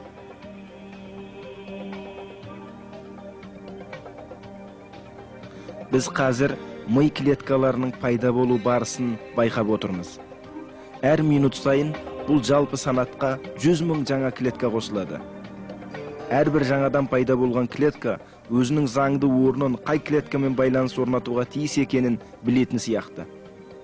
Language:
Kazakh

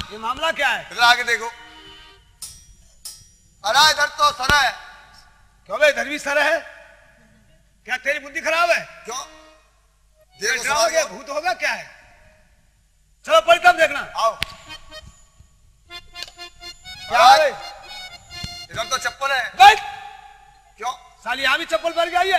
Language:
Hindi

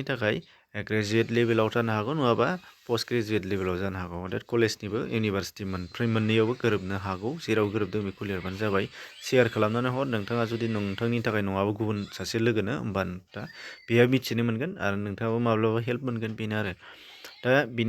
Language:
Bodo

